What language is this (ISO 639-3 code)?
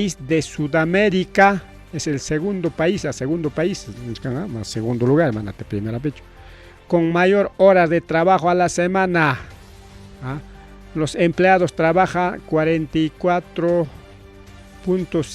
quy